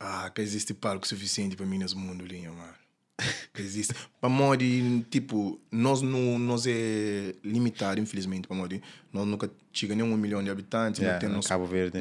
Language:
Kabuverdianu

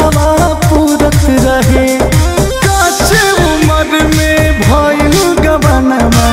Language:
Bhojpuri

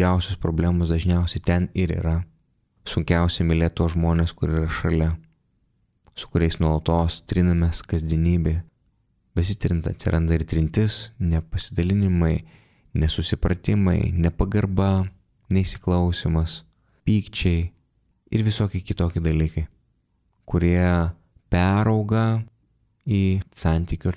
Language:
Lithuanian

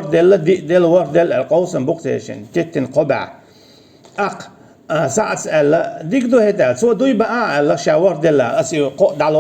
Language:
Chechen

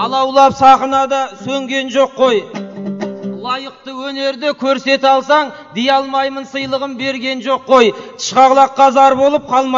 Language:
Kazakh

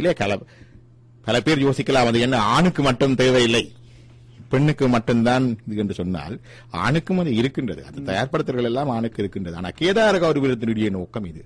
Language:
Tamil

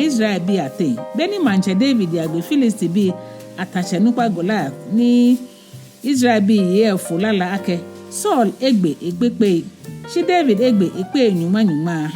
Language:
Ga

